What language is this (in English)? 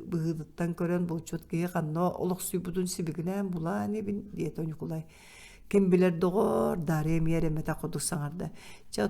Yakut